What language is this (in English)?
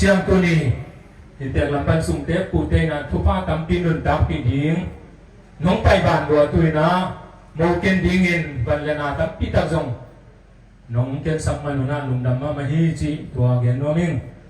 Tedim Chin